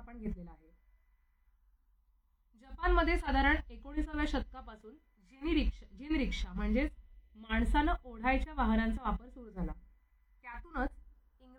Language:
Marathi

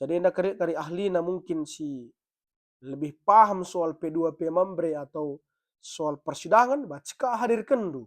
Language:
Batak Karo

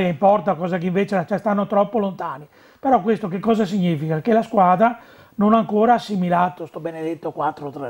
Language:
Italian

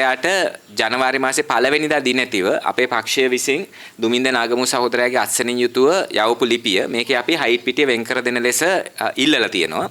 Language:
Sinhala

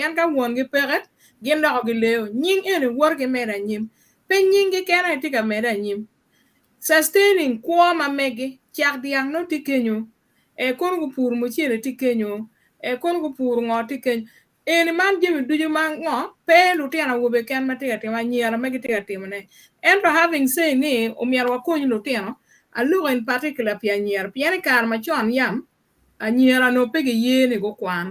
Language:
Acoli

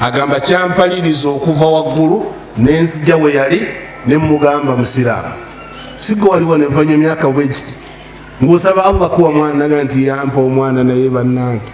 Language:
Ganda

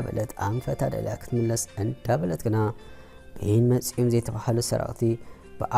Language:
Tigrinya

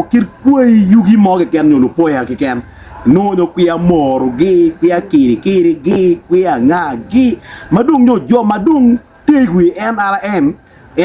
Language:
Acoli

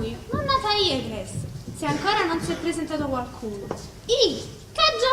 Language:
Neapolitan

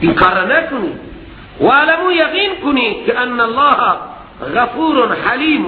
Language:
Persian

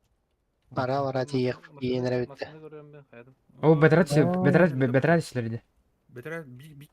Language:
Yakut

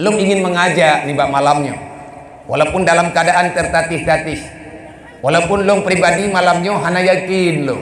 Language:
Achinese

